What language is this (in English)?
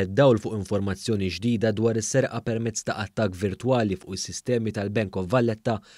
Maltese